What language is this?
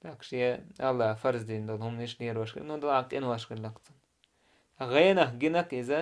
Chechen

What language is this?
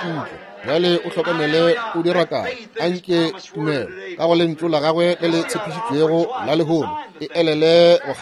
Northern Sotho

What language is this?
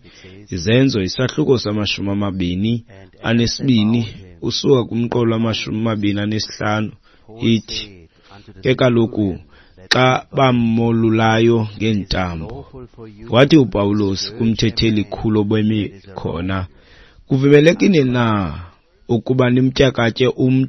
Xhosa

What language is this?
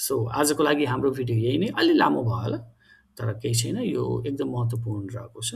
Nepali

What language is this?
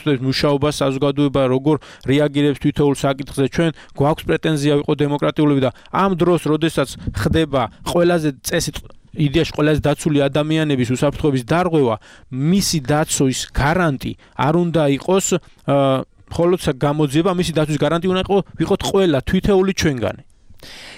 Georgian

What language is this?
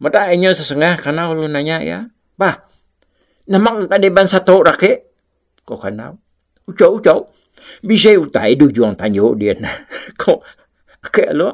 Iban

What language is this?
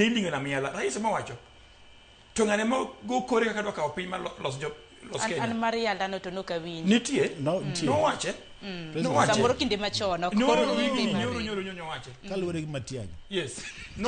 Luo (Kenya and Tanzania)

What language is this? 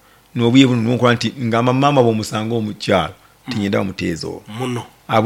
Nyoro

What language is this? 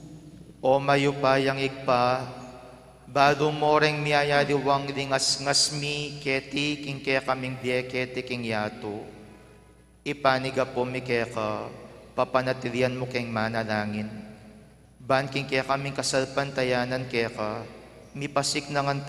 Pampanga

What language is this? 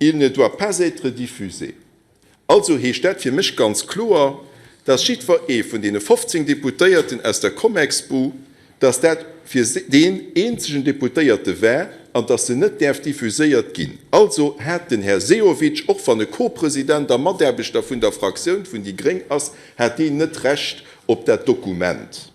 Luxembourgish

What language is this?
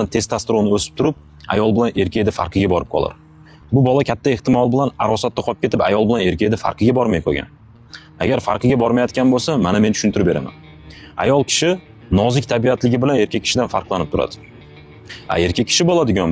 Uzbek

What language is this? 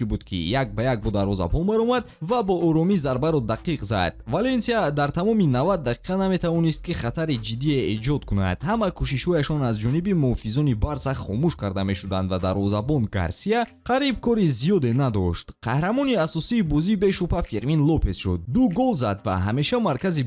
Tajik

